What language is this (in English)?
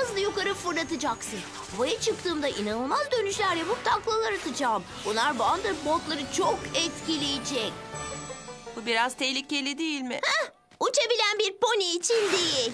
Turkish